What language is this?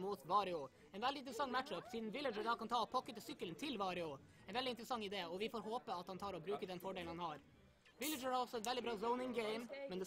Norwegian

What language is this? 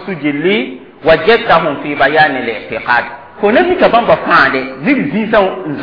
Mossi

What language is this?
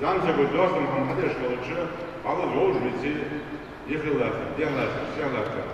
Ingush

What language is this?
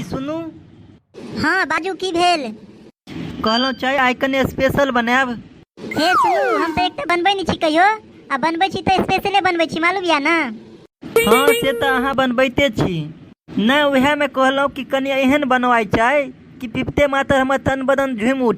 Maithili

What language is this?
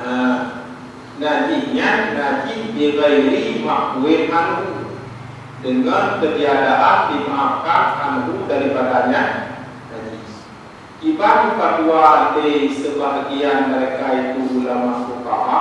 Achinese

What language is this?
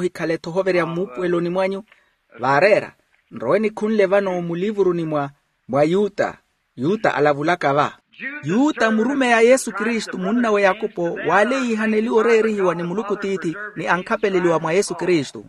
Makhuwa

